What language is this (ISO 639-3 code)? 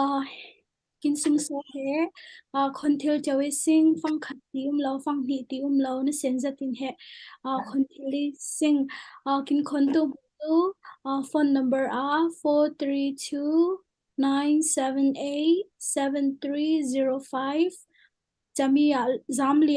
cfm